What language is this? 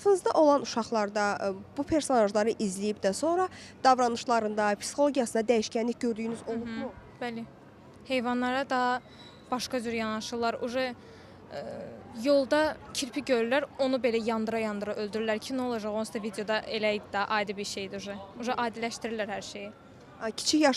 Azerbaijani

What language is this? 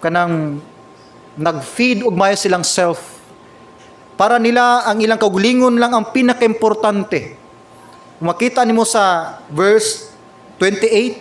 Cebuano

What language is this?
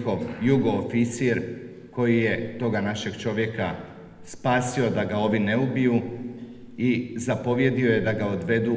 Croatian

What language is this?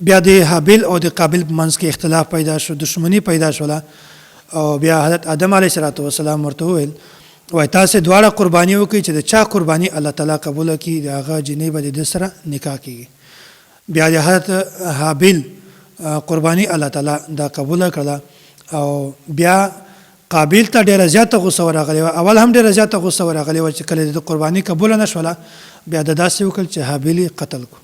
Pashto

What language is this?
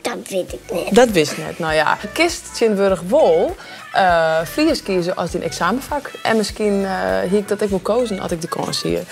Western Frisian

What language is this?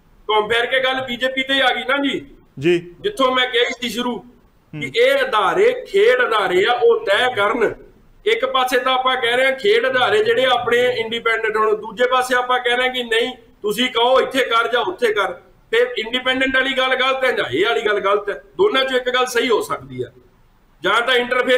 Punjabi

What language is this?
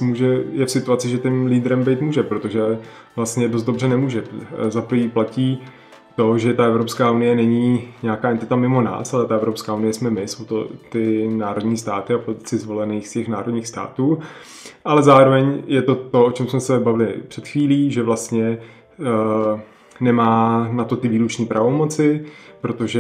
Czech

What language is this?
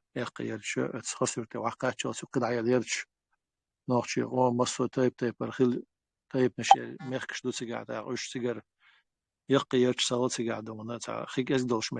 Chechen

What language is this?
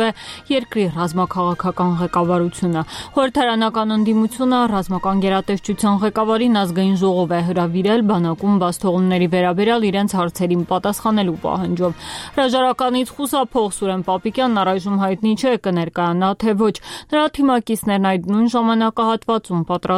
Armenian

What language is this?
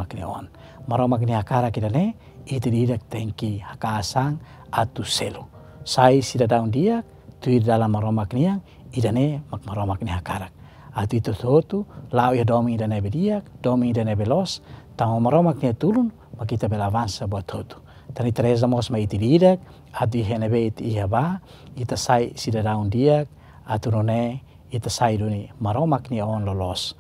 Tetum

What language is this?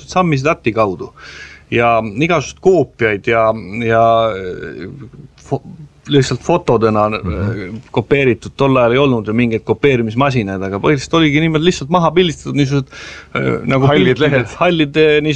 Estonian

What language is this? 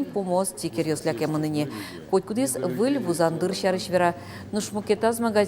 Udmurt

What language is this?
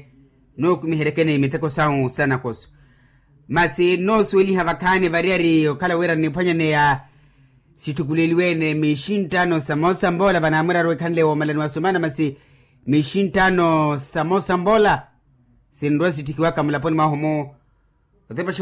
Makhuwa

